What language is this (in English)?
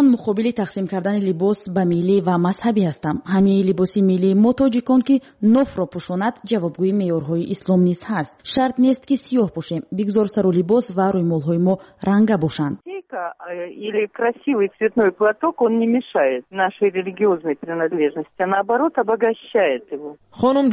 Tajik